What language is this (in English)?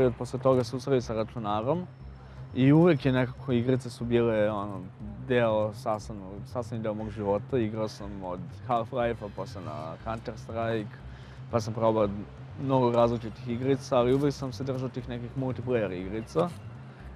Serbian